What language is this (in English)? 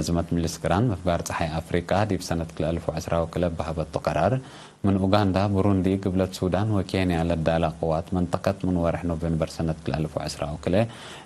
Tigre